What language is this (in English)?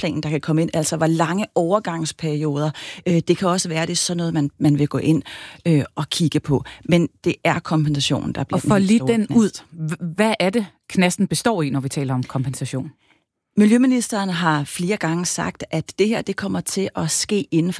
Danish